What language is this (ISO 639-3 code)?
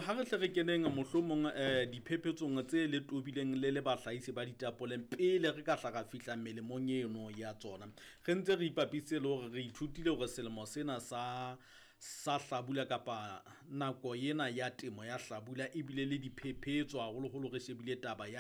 sot